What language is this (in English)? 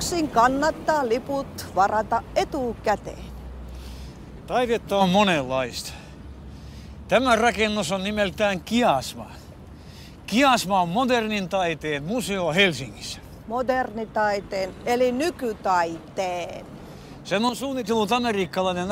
Finnish